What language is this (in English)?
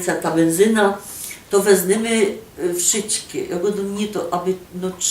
Silesian